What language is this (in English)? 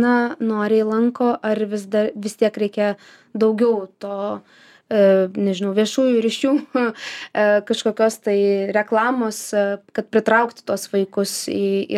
Lithuanian